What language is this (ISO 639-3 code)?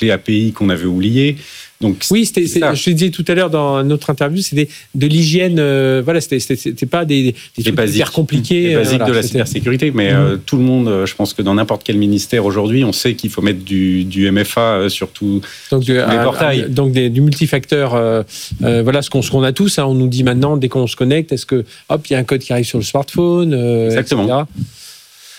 fra